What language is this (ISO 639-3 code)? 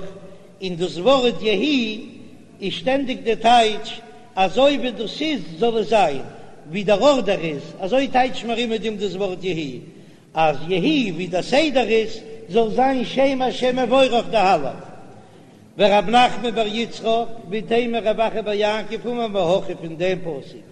yid